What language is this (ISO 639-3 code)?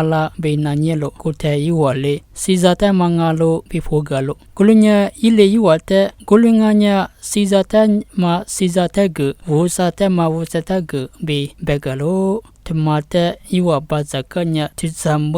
lis